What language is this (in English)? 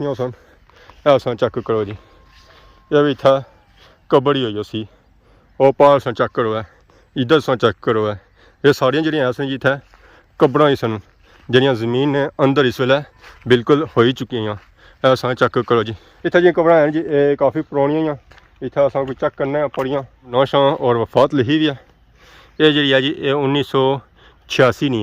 Pahari-Potwari